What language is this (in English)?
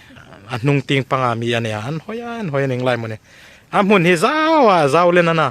Hmar